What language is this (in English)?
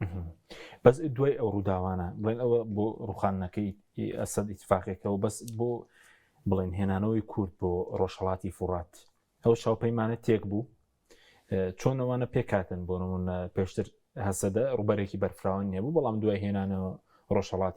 Central Kurdish